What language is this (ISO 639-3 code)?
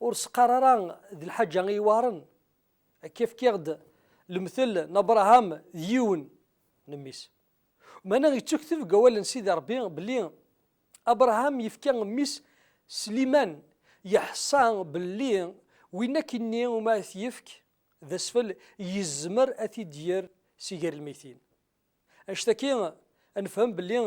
kab